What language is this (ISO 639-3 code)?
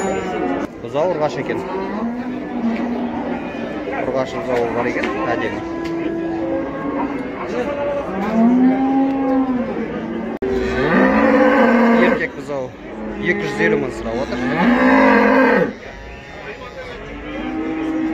kaz